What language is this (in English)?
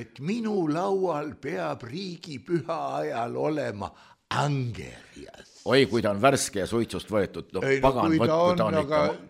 Estonian